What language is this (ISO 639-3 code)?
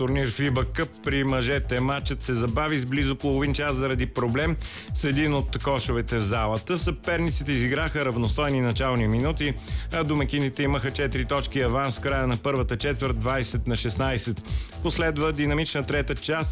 bul